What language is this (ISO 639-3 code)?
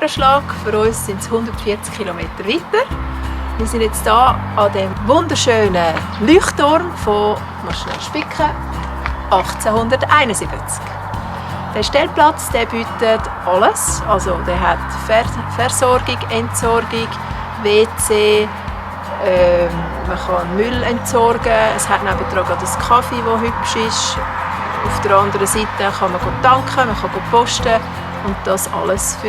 gsw